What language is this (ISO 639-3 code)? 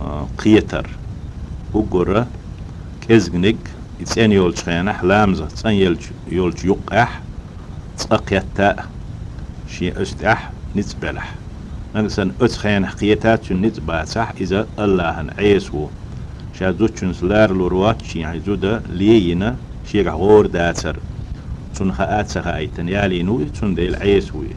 che